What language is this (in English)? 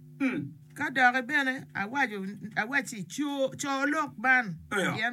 Acoli